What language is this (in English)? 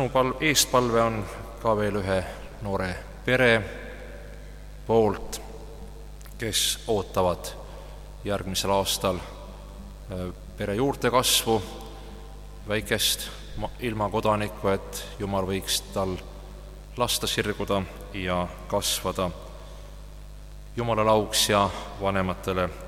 Estonian